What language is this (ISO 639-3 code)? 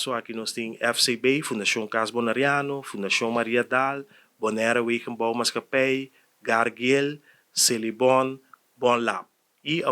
pap